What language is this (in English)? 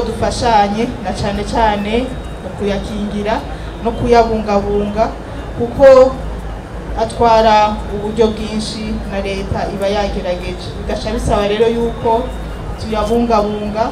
Rundi